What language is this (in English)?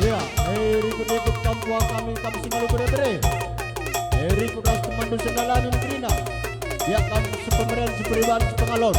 Batak Karo